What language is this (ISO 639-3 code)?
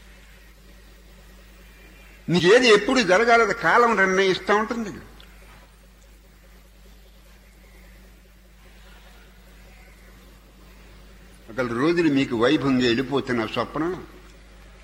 tel